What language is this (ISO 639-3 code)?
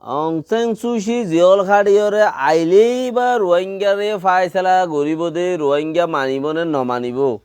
rhg